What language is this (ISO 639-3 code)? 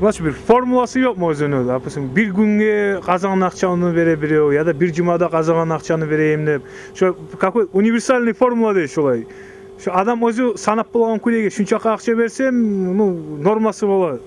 kum